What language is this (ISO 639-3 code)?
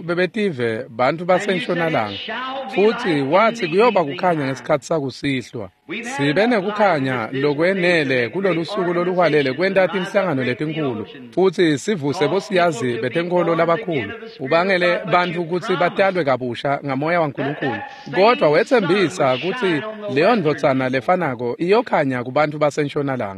ssw